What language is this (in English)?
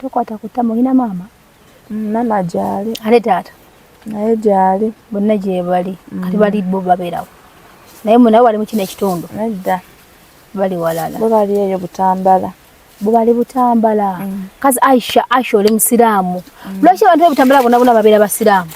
Ganda